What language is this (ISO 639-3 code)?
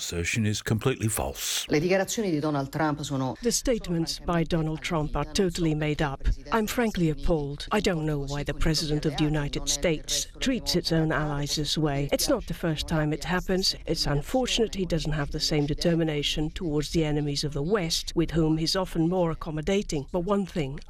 eng